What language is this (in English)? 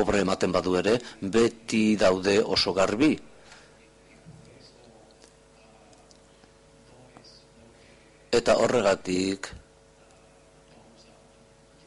Basque